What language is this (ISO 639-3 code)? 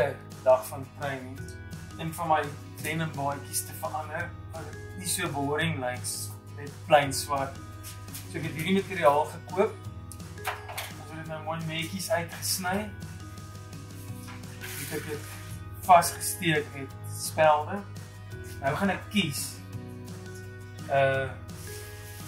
afr